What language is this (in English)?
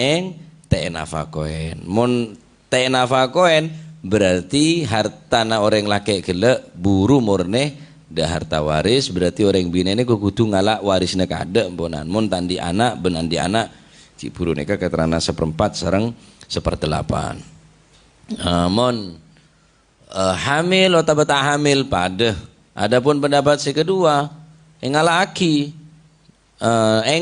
Madurese